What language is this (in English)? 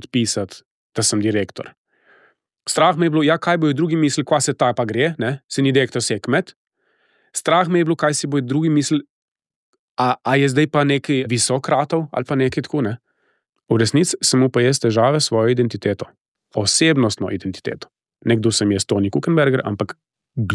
Slovenian